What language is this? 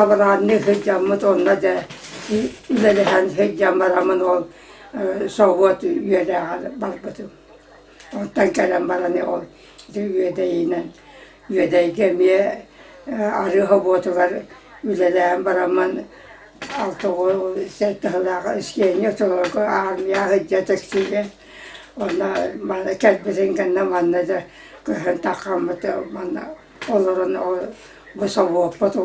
Yakut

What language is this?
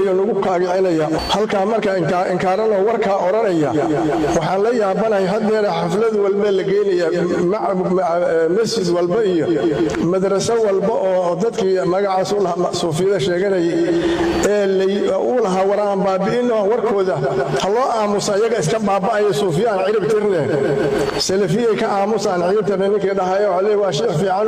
Somali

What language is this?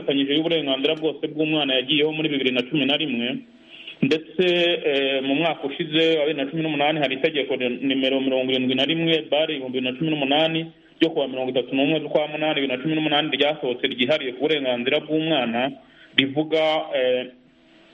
Kinyarwanda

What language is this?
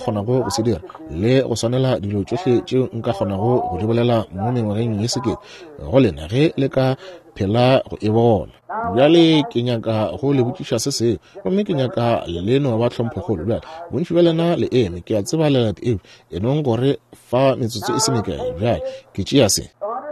Northern Sotho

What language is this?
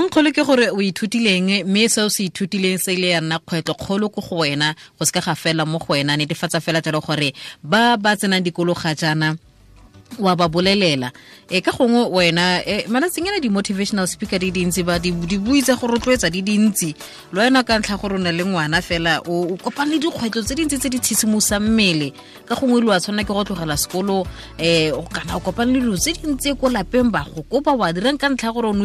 Tswana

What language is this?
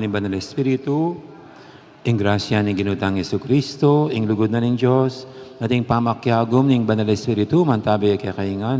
Pampanga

